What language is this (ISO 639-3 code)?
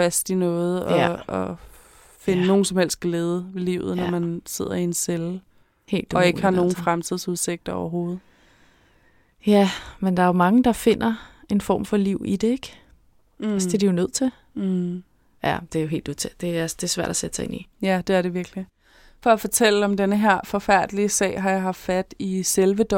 dan